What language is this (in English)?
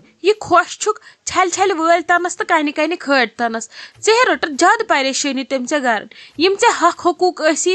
Kashmiri